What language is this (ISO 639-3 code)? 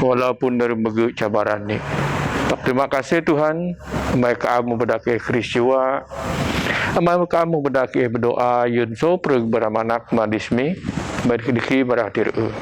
bth